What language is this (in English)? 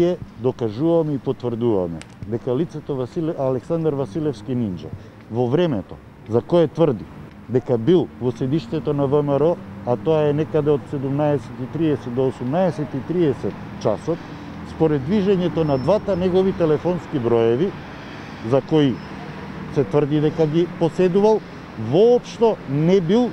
Macedonian